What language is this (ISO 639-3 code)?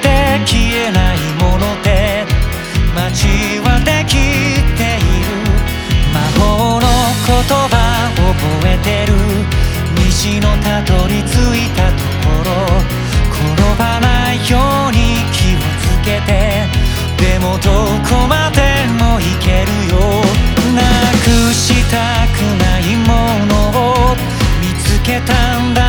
jpn